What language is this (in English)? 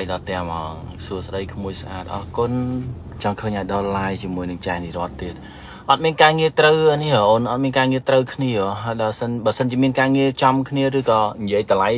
Khmer